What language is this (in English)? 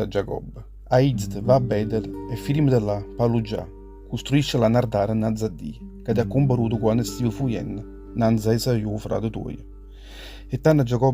Neapolitan